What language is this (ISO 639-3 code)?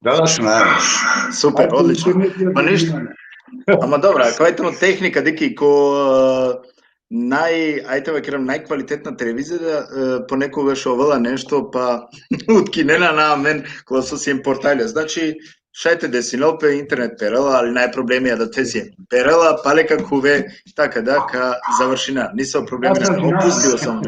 rmn